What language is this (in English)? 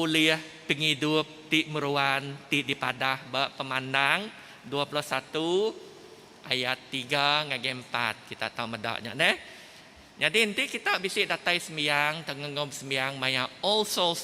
Iban